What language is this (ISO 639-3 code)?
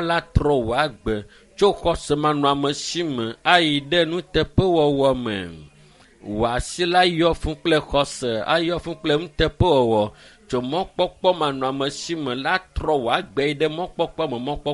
ewe